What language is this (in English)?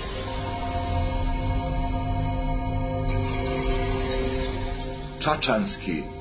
Serbian